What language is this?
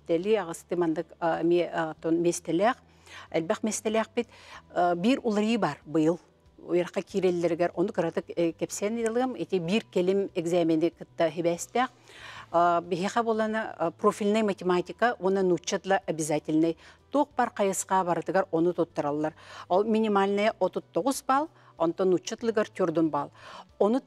Yakut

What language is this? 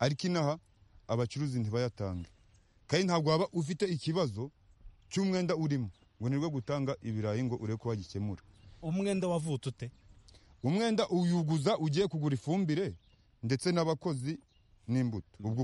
Kinyarwanda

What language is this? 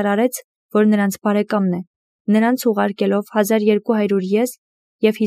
Armenian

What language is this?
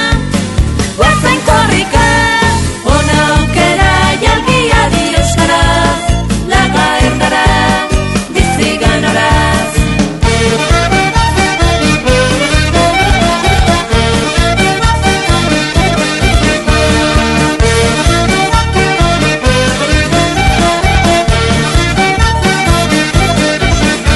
Basque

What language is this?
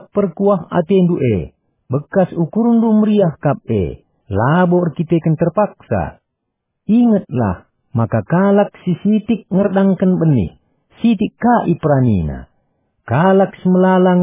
Batak Karo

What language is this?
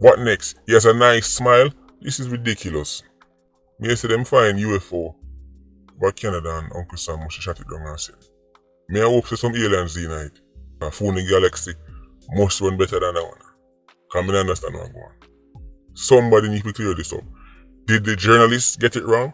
Jamaican Creole English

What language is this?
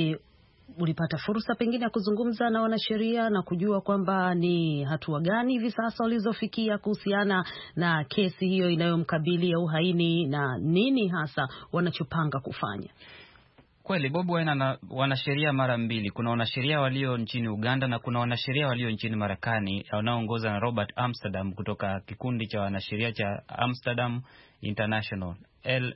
Swahili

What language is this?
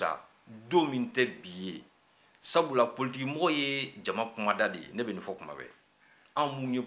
Bambara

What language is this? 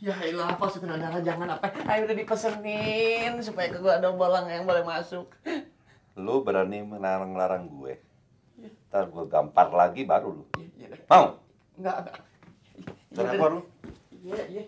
Betawi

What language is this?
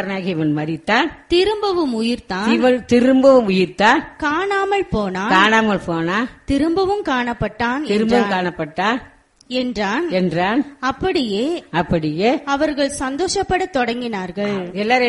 Tamil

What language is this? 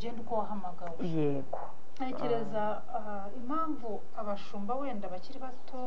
Kinyarwanda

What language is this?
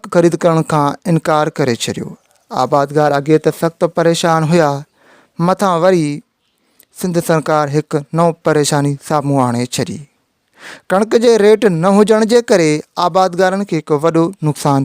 Sindhi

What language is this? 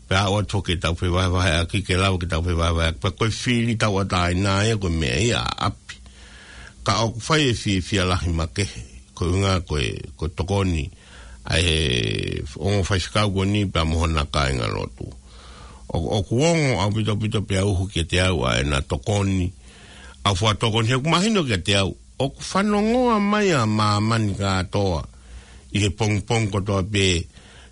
Tongan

